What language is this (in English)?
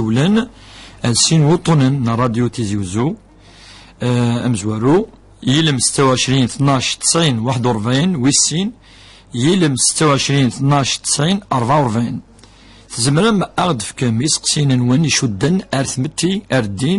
Kabyle